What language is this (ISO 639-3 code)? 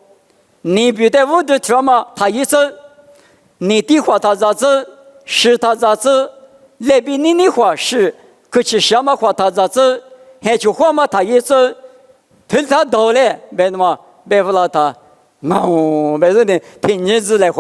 lis